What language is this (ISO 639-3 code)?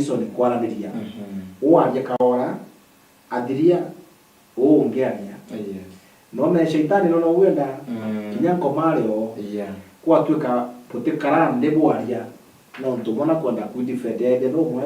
mer